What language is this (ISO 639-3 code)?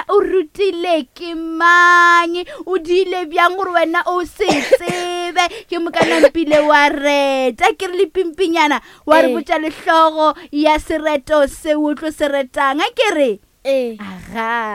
nso